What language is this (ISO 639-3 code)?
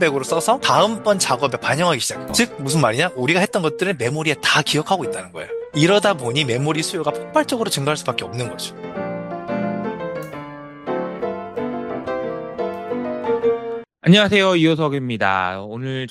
kor